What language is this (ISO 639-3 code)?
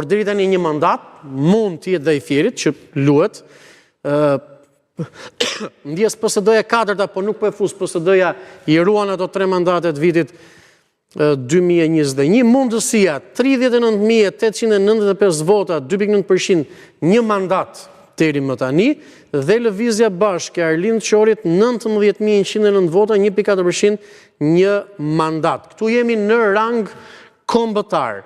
sqi